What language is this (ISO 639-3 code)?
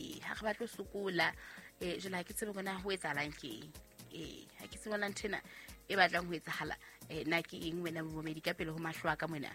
sot